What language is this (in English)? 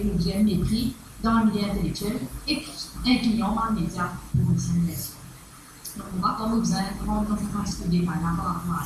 Morisyen